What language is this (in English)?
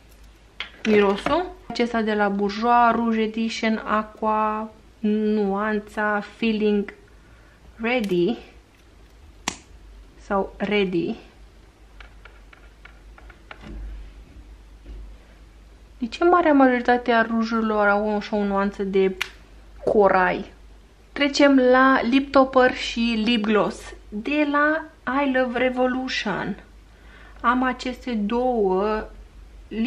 Romanian